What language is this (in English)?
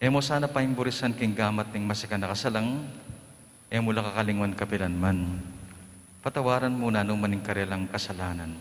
Pampanga